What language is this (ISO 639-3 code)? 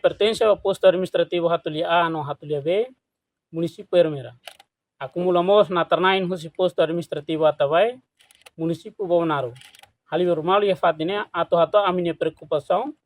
tet